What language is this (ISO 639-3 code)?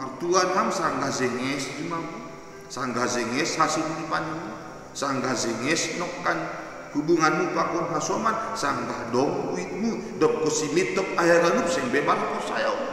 bts